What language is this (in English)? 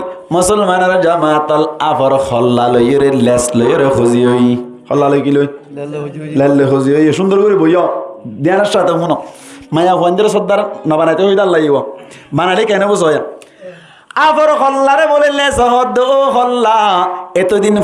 Rohingya